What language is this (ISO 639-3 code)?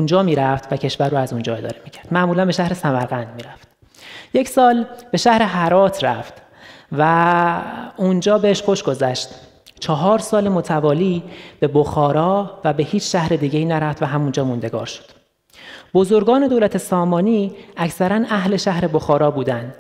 fas